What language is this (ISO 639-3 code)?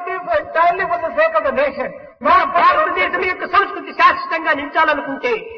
tel